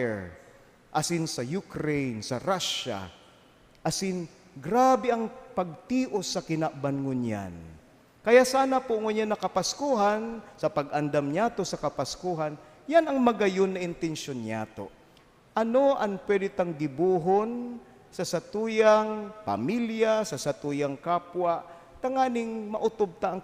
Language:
Bikol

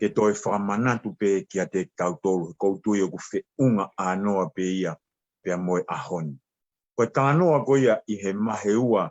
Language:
Tongan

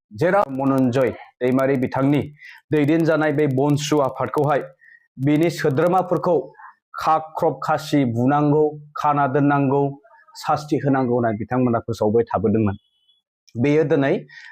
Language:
Bodo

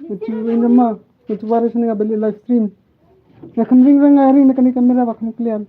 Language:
Khasi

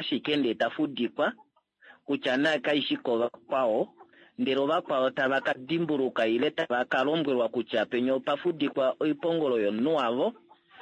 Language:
Kuanyama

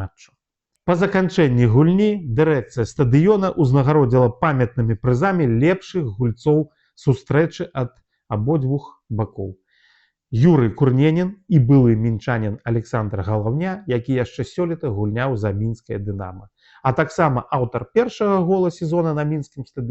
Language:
Belarusian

